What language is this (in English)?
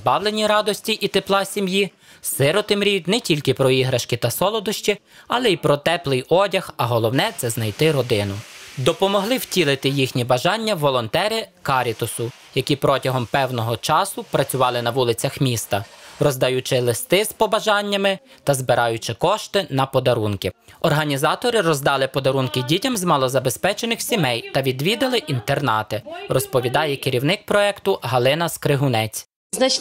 Ukrainian